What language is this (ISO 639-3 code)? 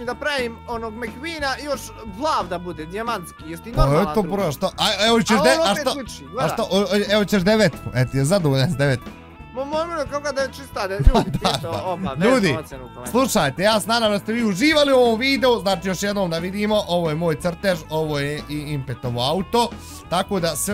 bos